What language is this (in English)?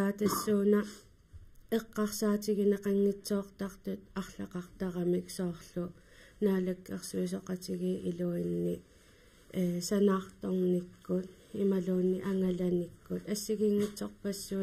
Kalaallisut